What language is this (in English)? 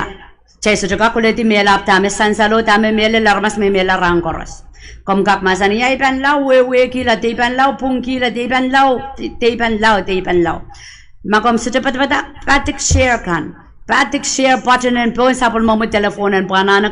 Pohnpeian